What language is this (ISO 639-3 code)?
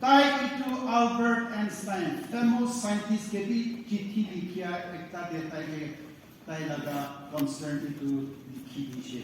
nag